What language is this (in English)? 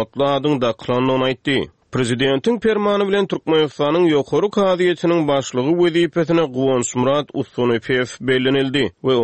Turkmen